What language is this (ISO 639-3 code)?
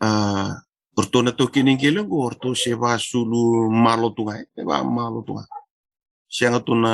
fij